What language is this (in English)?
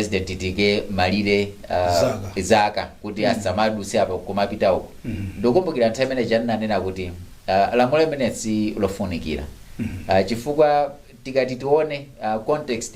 Nyanja